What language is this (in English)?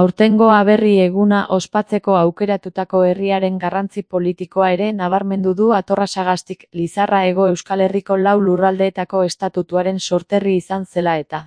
Basque